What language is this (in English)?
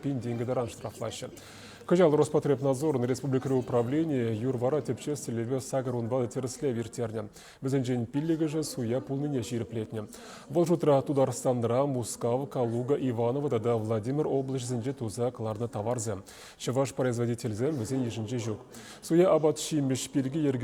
Chuvash